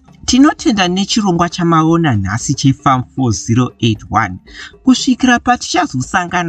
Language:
Shona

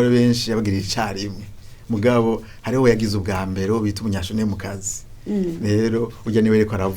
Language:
Rundi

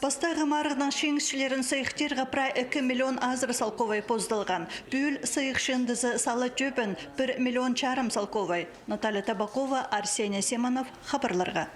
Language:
Khakas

